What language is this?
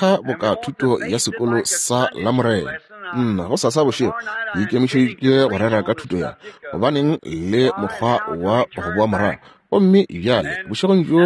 Northern Sotho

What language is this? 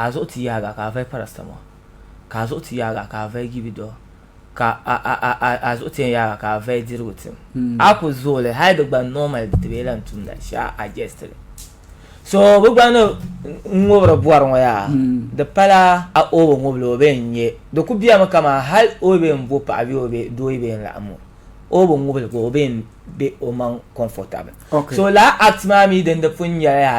Dagbani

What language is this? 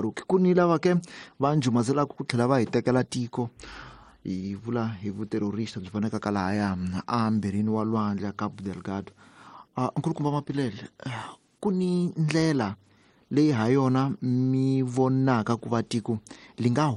Tsonga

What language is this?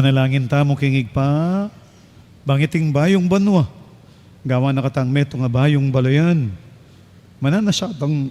Pampanga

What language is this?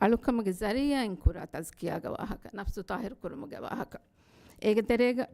Divehi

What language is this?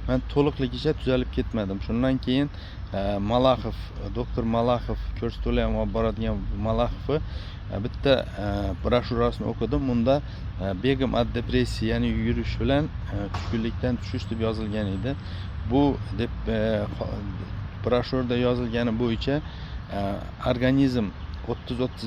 Uzbek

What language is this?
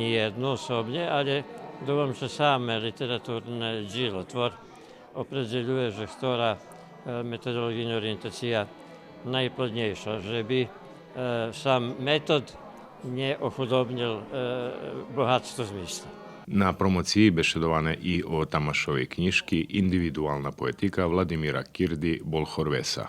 Rusyn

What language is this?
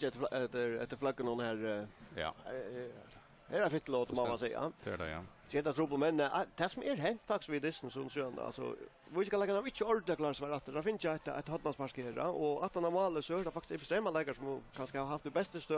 Faroese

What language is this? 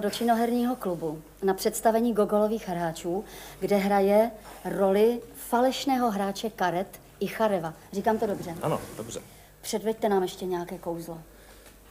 Czech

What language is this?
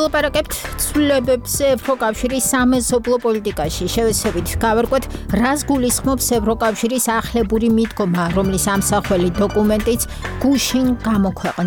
Georgian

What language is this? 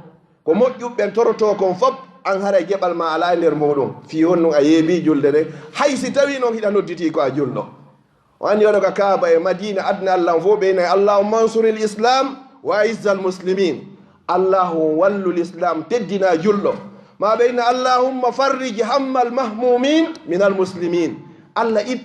Fula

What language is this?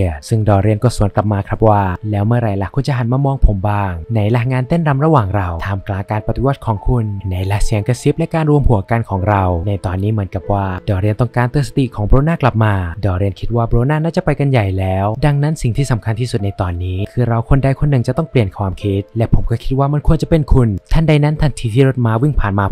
Thai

